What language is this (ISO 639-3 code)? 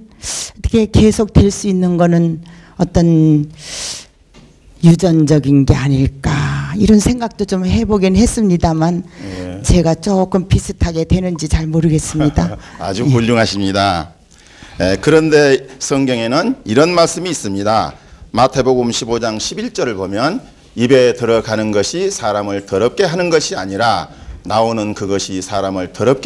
kor